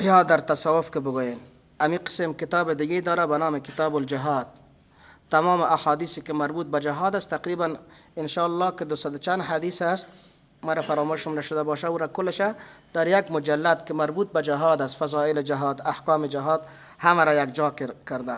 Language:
Persian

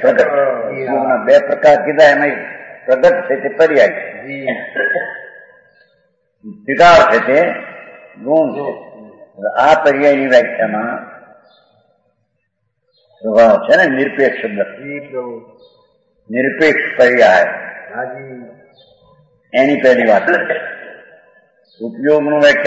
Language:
Gujarati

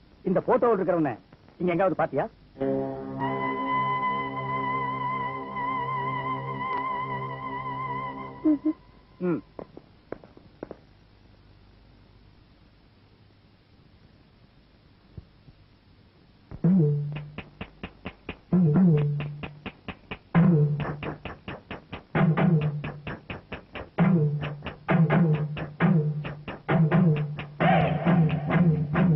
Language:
Tamil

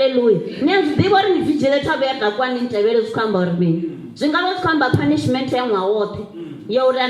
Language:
Venda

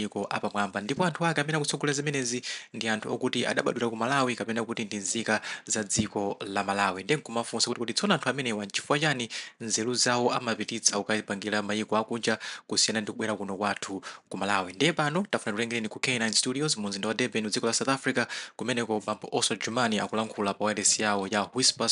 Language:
Nyanja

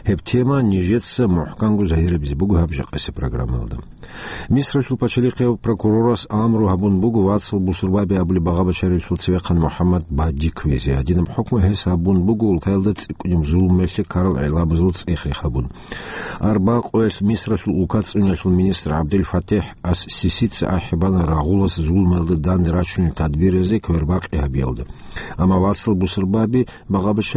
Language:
Avaric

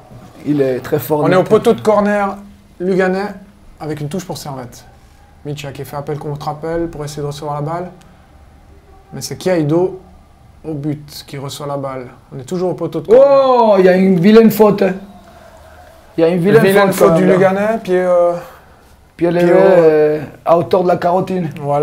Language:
French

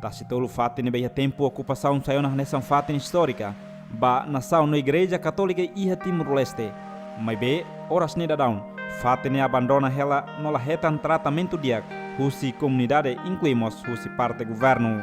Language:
Tetum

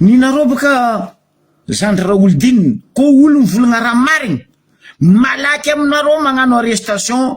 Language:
Malagasy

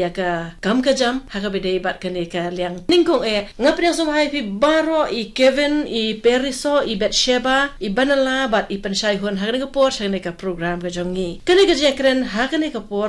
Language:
Khasi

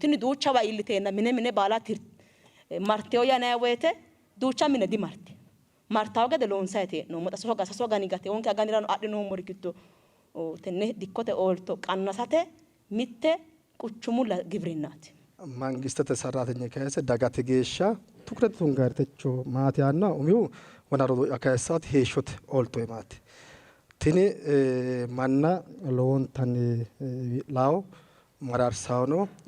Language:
Sidamo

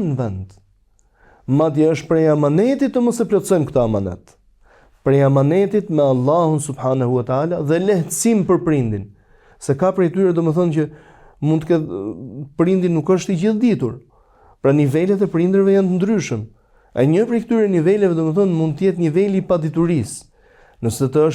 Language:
Albanian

